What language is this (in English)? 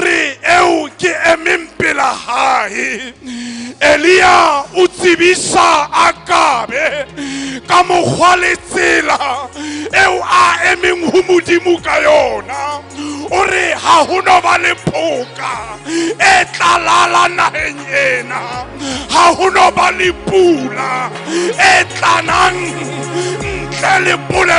Southern Sotho